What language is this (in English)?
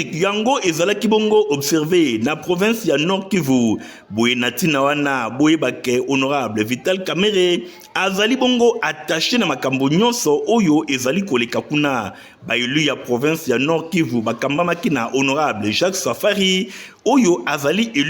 Lingala